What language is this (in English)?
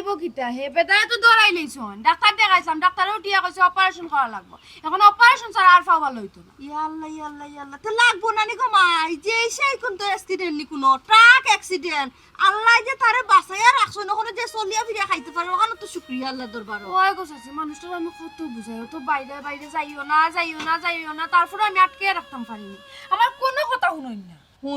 Sylheti